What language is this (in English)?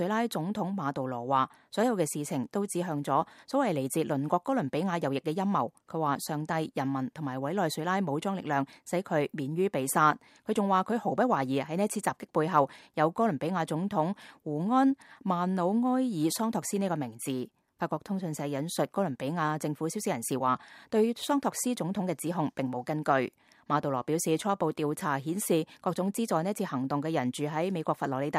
Cantonese